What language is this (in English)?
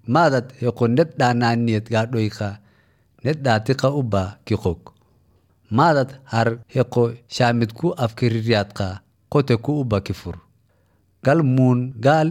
Somali